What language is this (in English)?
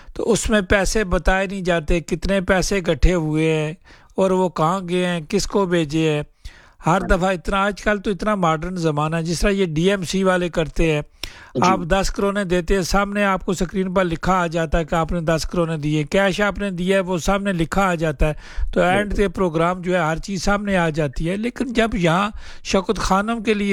Urdu